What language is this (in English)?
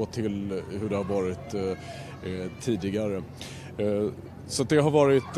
Swedish